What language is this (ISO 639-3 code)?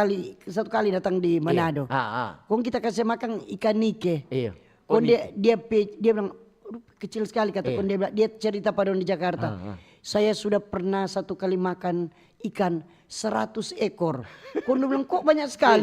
xmm